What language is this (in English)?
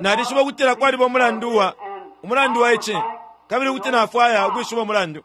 Bemba